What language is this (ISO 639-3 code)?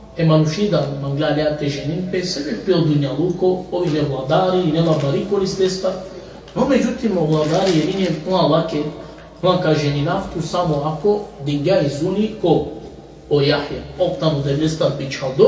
rmn